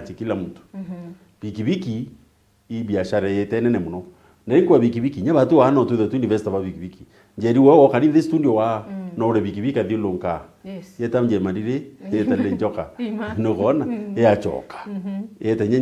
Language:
Meru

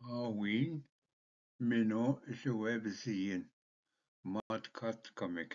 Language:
Ojibwa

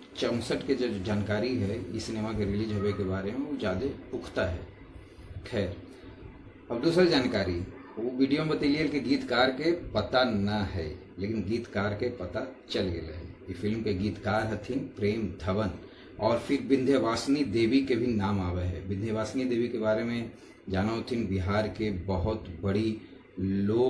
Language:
Magahi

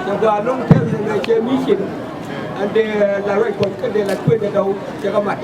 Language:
Nuer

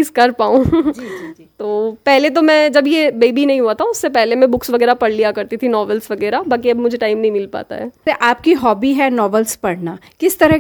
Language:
Hindi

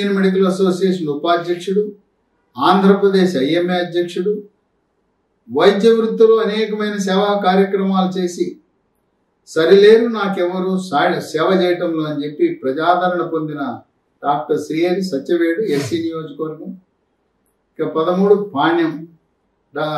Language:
Telugu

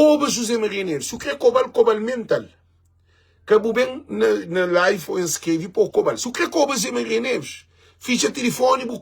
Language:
Kabuverdianu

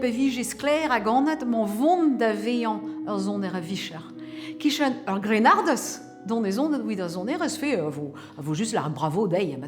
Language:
Breton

